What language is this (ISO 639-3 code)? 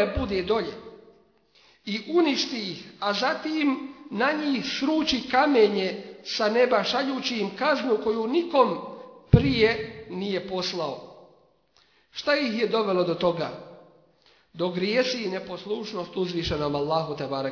bos